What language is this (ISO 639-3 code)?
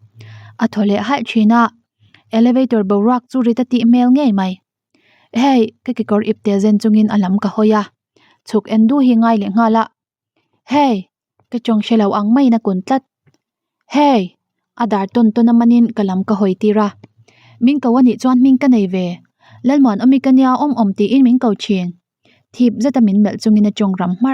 lus